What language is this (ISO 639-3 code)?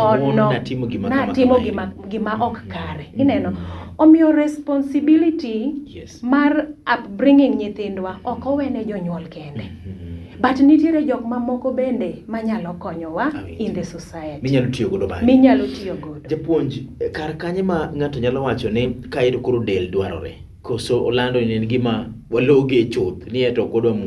luo